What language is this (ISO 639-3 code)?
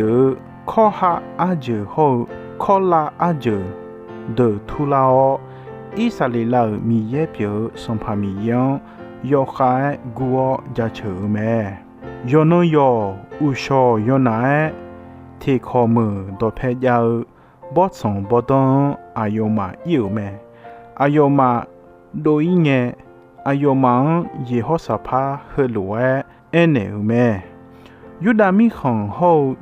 ahk